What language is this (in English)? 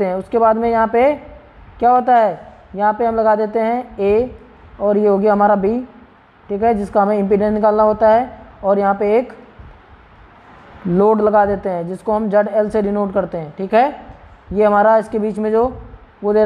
Hindi